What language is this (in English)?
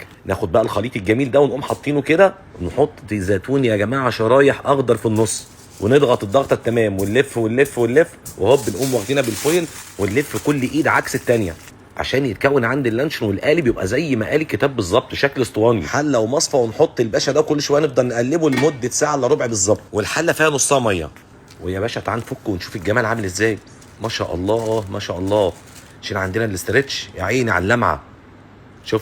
Egyptian Arabic